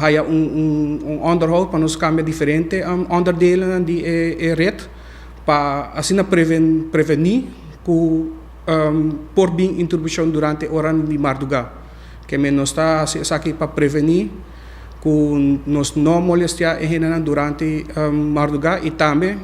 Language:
Papiamento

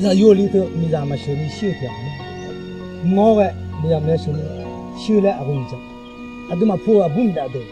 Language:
Akha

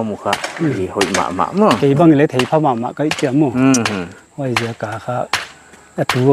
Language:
Paite Chin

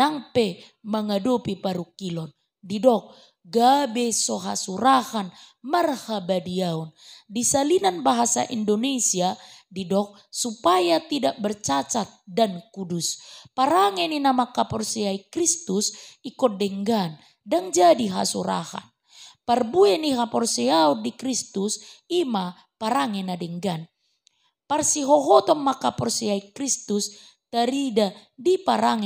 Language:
Batak Toba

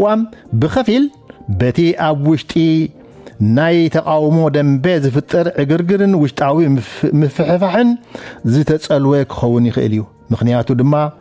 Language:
Tigrinya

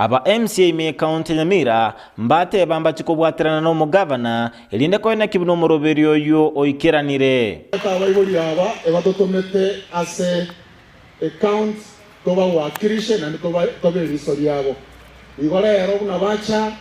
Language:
Gusii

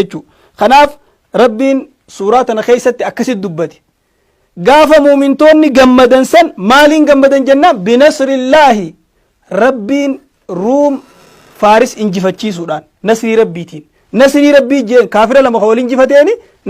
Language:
Oromo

